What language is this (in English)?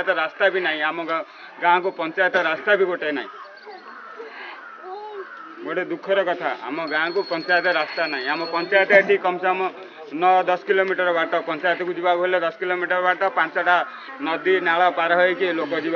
Odia